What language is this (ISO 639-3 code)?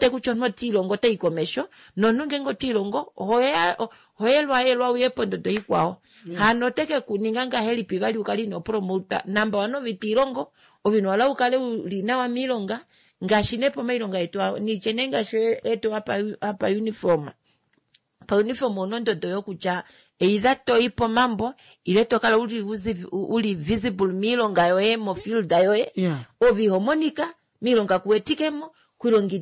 kua